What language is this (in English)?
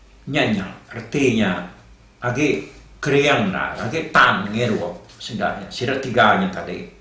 Iban